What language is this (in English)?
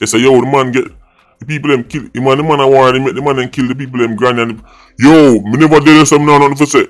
Jamaican Creole English